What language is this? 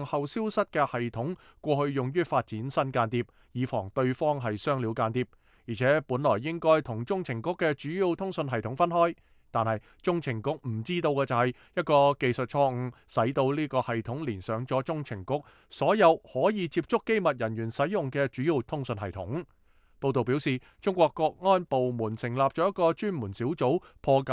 Cantonese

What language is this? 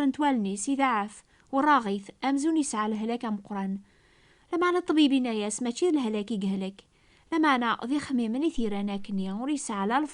Kabyle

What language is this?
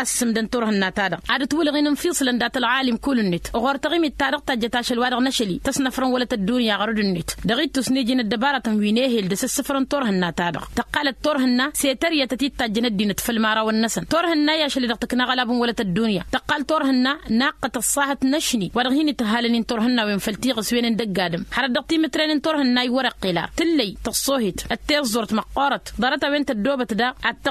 Tamasheq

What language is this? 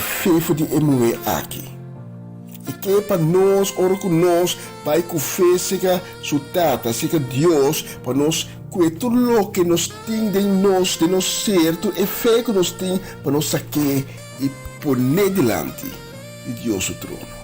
Papiamento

